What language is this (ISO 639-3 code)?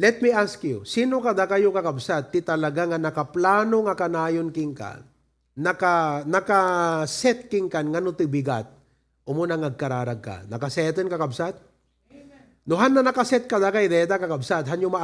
ilo